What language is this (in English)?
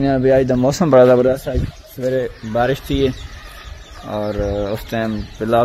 Saraiki